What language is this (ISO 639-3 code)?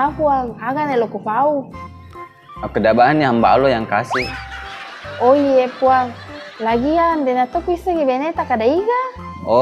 bug